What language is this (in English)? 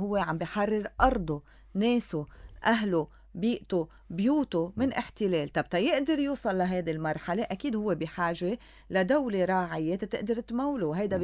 North Levantine Arabic